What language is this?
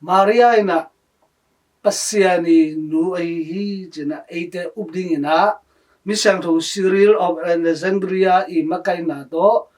Tedim Chin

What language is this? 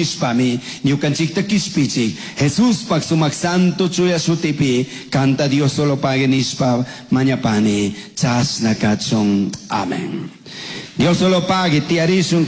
Chimborazo Highland Quichua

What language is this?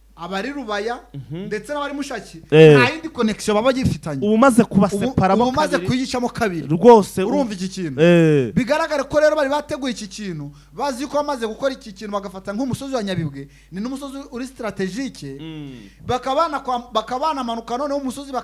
Kinyarwanda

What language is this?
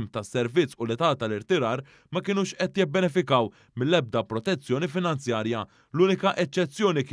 Maltese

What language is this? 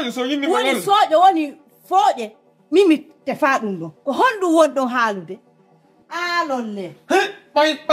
Fula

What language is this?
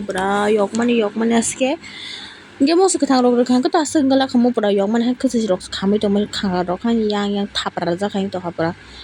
Kok Borok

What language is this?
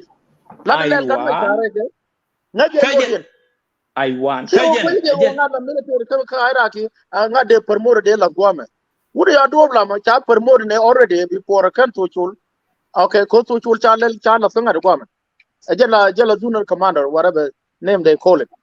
Nuer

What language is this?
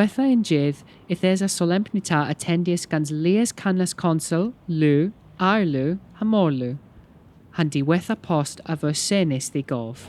Cornish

